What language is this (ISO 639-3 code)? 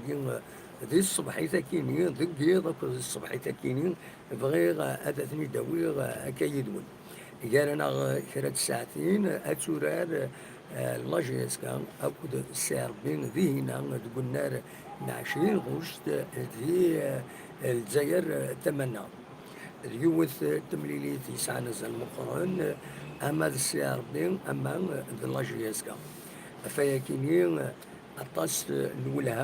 kab